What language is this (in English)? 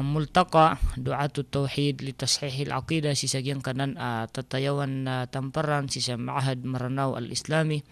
Maranao